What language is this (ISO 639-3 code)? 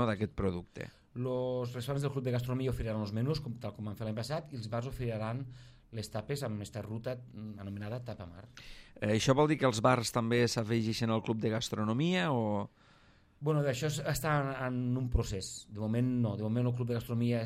cat